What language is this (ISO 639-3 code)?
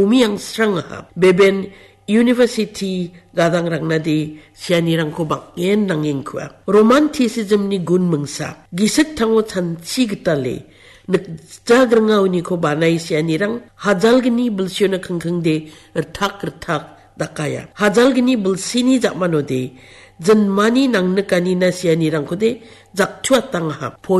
grt